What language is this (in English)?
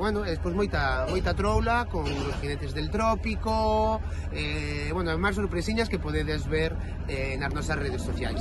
Galician